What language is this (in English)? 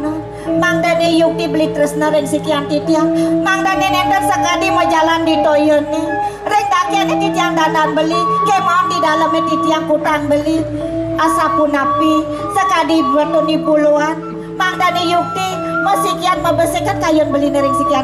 Balinese